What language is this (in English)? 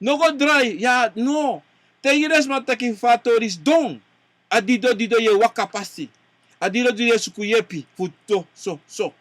Sranan Tongo